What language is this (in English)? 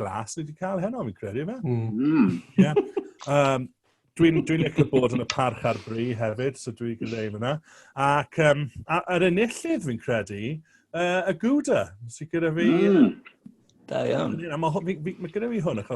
Welsh